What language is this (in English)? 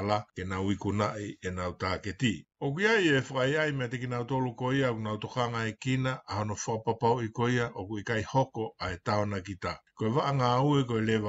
Tongan